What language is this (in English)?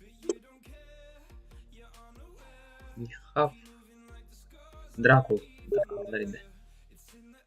Yakut